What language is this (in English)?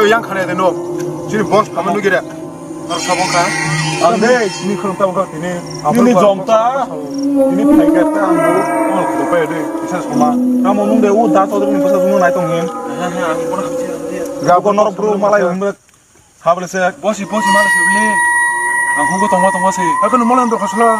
Kok Borok